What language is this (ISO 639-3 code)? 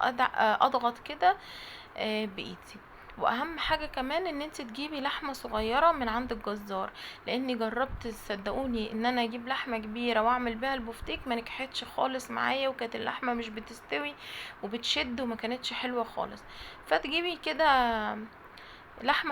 arz